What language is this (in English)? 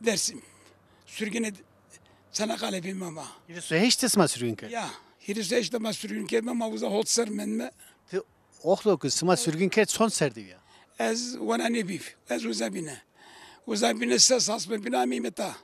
Zaza